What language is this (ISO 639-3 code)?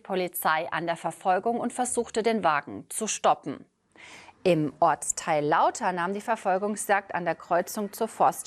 deu